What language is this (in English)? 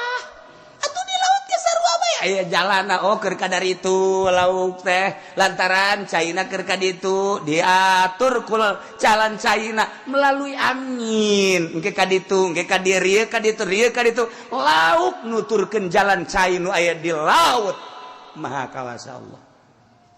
Sundanese